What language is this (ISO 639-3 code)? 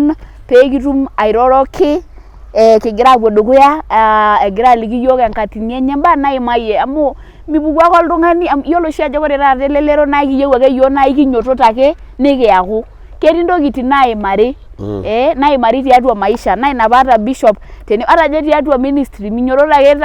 mas